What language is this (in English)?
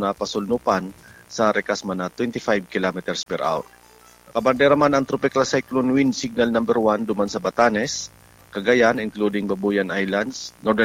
Bikol